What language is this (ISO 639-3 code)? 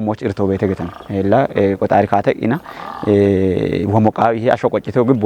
kbr